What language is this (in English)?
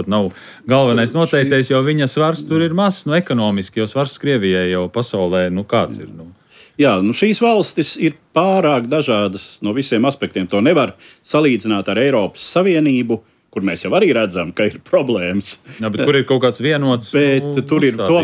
Latvian